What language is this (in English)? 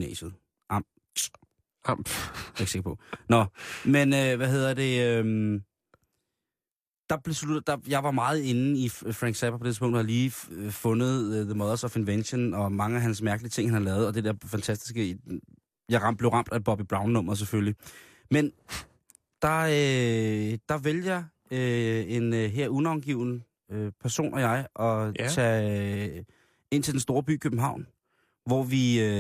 Danish